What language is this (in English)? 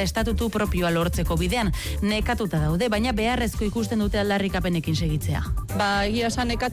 Basque